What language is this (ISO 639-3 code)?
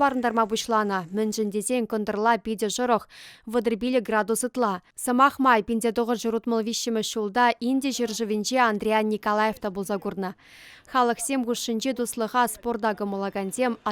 chv